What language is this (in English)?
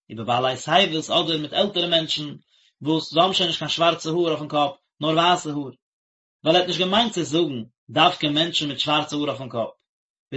Yiddish